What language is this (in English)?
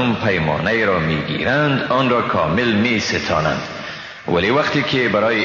Persian